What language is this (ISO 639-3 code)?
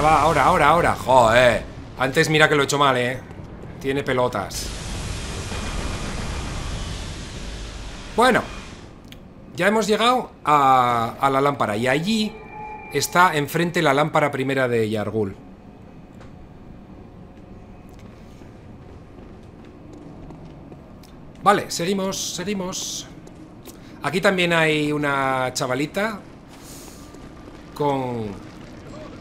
spa